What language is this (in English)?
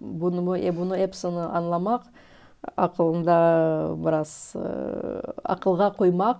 Crimean Tatar